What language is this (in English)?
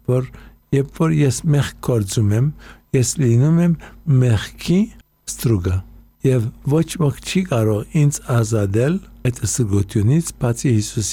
Armenian